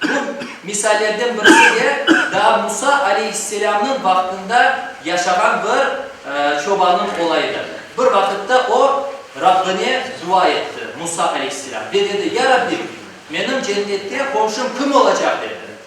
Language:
Crimean Tatar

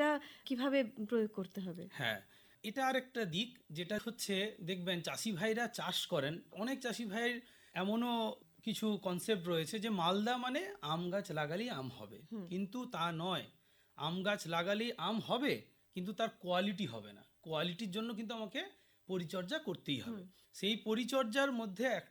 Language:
Bangla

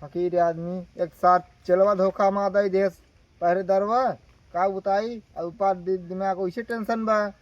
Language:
Awadhi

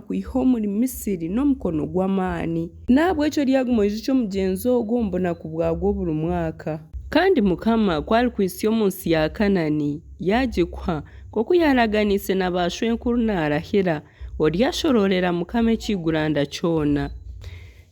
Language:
Nyankole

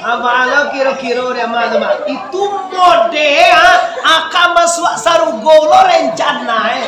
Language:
Minangkabau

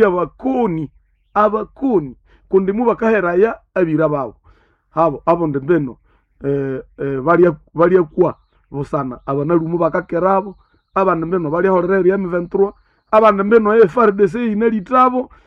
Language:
Nande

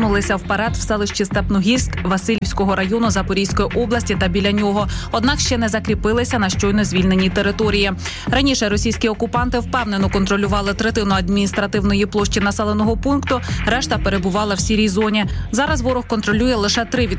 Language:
Ukrainian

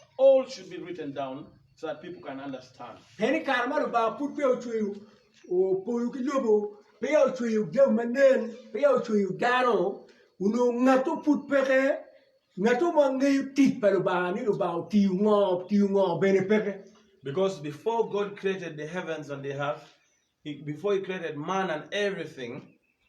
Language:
Acoli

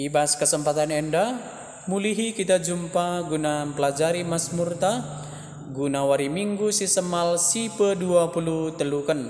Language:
Batak Karo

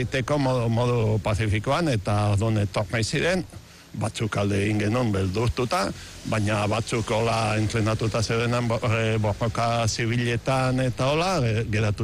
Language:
Basque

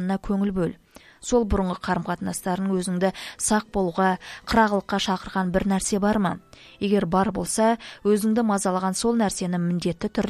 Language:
Kazakh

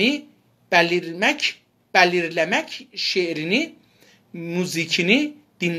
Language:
South Azerbaijani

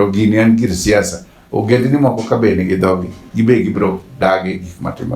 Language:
Luo (Kenya and Tanzania)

